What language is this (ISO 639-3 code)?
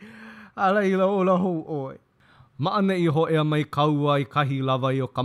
haw